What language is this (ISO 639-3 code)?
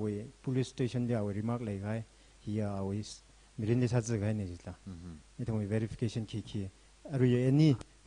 nmf